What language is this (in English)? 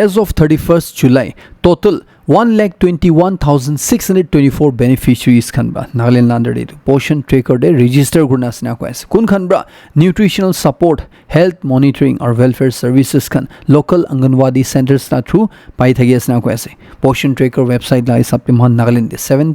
Naga Pidgin